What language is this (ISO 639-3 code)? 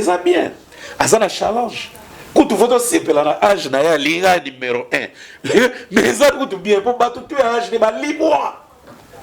lin